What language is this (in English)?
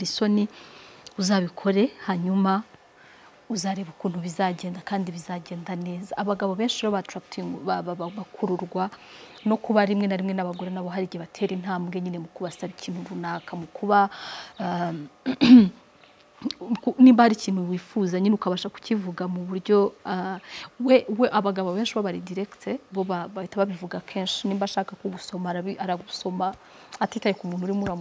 Kinyarwanda